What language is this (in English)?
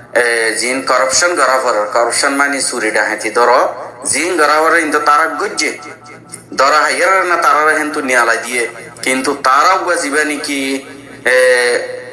Rohingya